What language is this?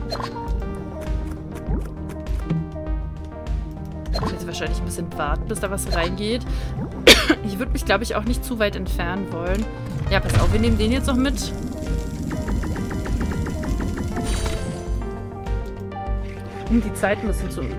German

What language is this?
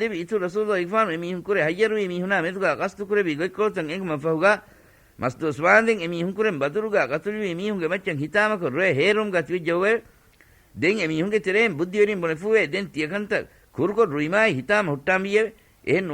Divehi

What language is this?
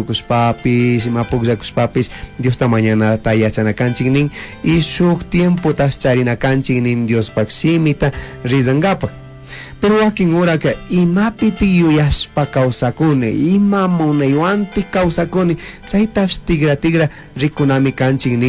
Chimborazo Highland Quichua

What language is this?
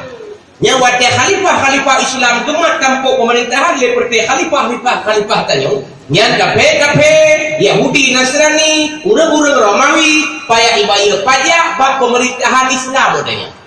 Achinese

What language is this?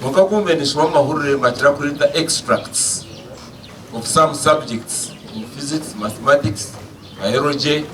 Nyankole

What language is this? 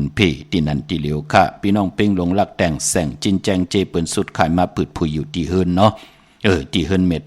Shan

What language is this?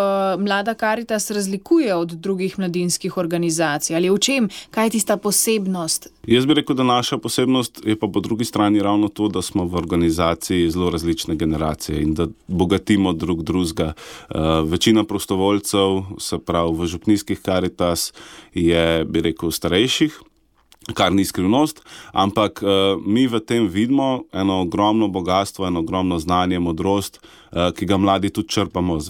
Slovenian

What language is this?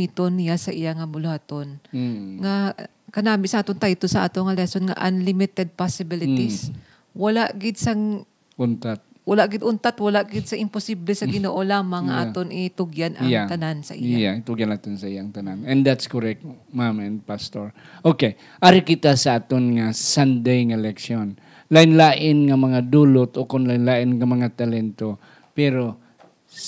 Hiligaynon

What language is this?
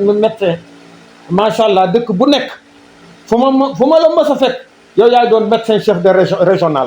Wolof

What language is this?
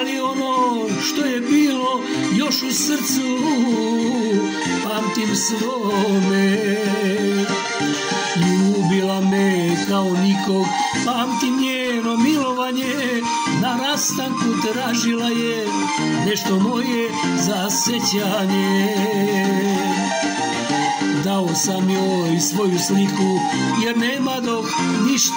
Serbian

